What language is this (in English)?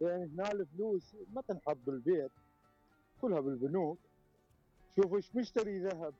Mesopotamian Arabic